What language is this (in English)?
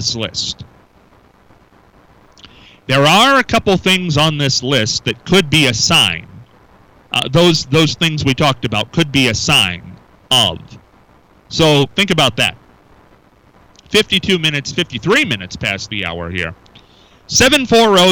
English